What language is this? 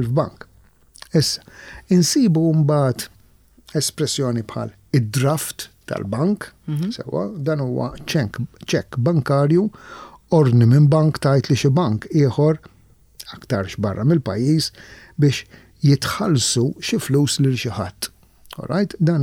Maltese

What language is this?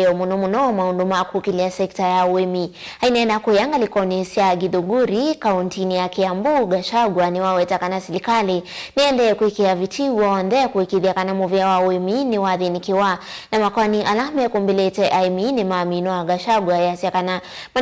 Kamba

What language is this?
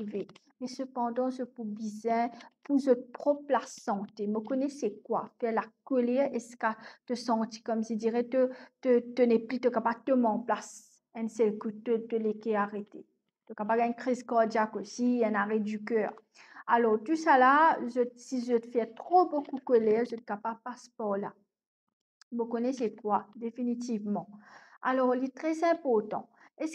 Morisyen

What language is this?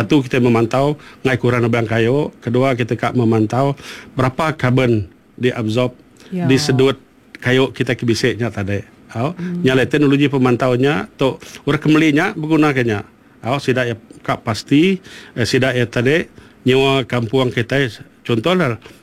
Iban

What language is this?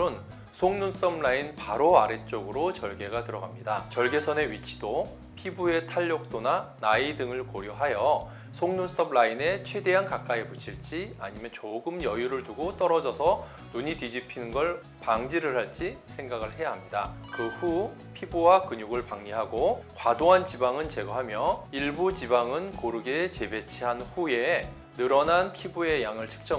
Korean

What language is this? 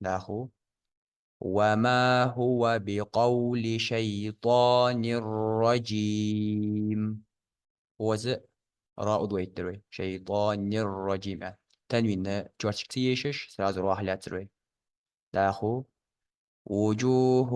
Ingush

